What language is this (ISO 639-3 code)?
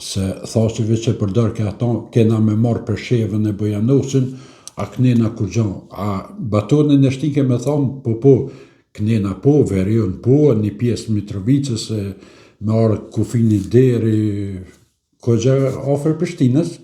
sqi